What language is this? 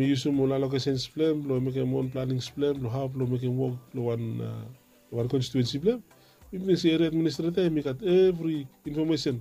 Bislama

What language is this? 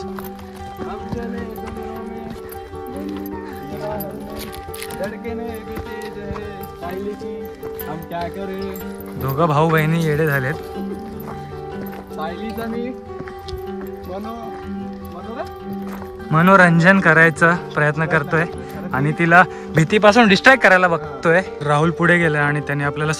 Marathi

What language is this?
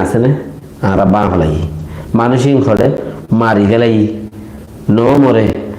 Rohingya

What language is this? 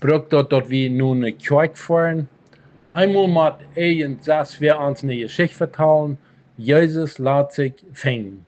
Plautdietsch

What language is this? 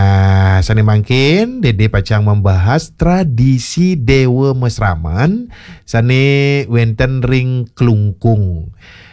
Balinese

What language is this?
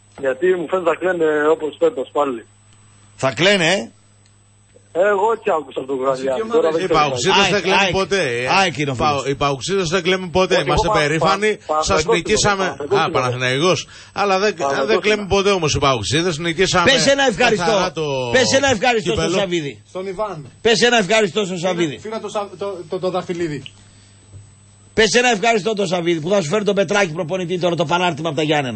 Greek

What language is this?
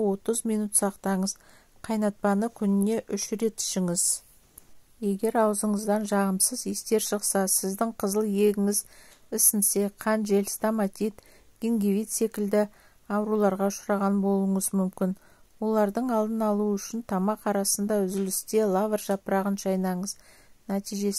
Kazakh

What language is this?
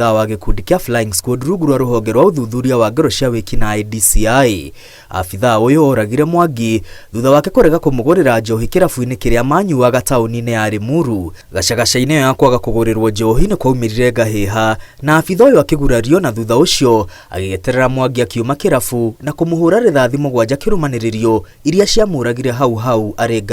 Kikuyu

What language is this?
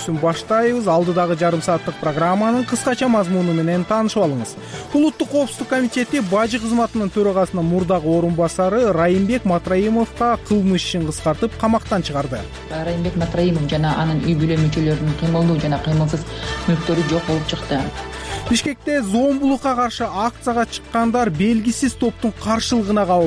Kyrgyz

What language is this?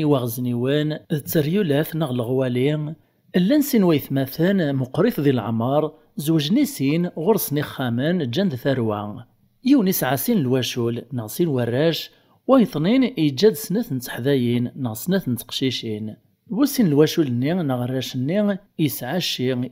Kabyle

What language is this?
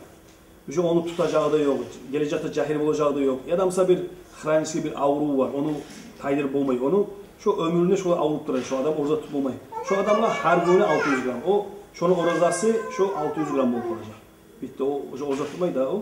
Kumyk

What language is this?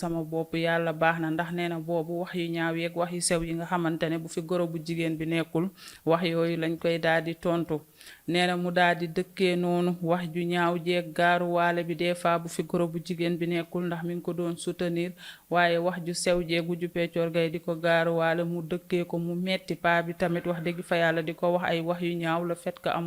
Wolof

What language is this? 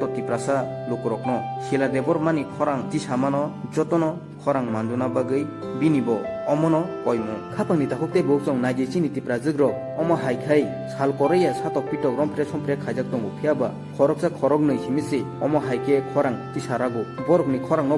Kok Borok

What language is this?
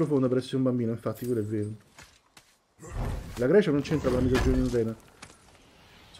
Italian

